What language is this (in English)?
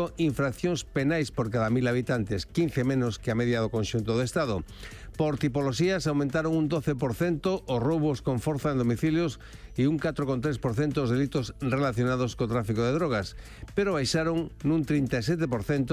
Galician